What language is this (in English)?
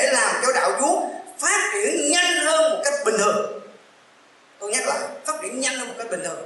Vietnamese